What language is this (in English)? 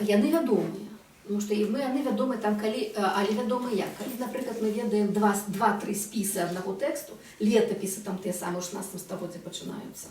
Belarusian